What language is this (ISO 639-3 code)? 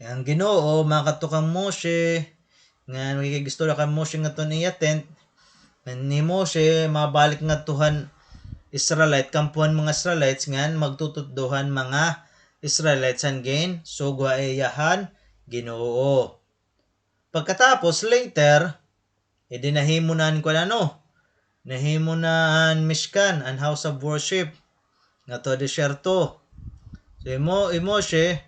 war